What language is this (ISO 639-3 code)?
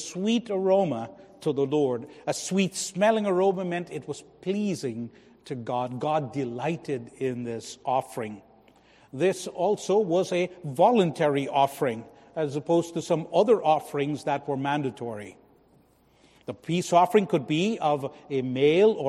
eng